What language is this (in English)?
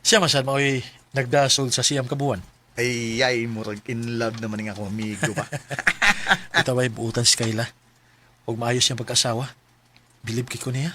Cebuano